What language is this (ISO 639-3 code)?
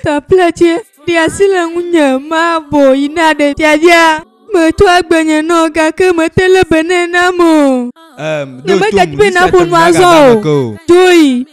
ewe